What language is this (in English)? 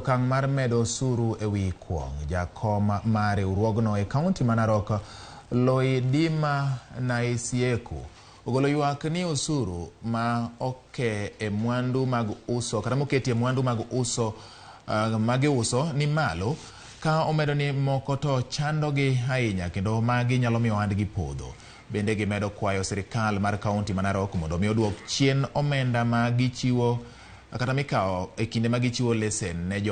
Luo (Kenya and Tanzania)